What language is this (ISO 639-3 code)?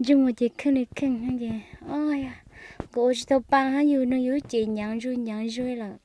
hmn